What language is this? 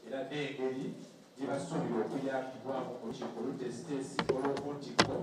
Soga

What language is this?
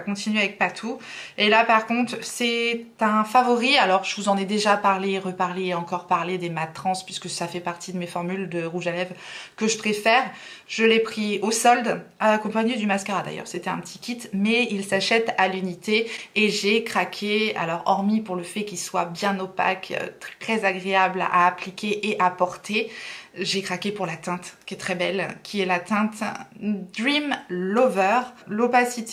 French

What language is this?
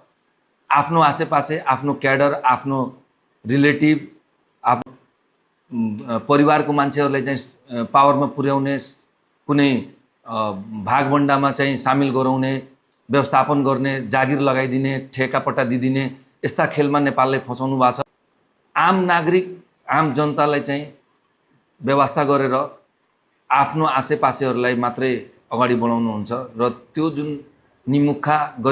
Nepali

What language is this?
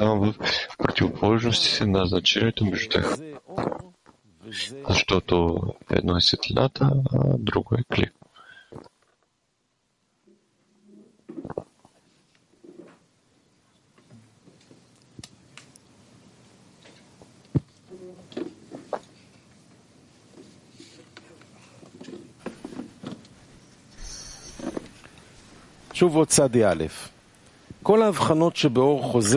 Bulgarian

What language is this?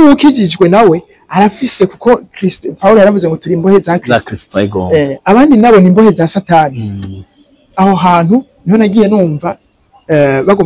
Rundi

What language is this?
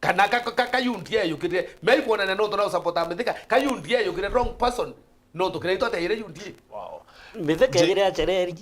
Meru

